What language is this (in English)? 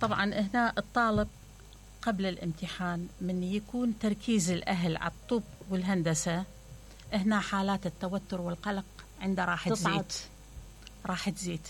Mesopotamian Arabic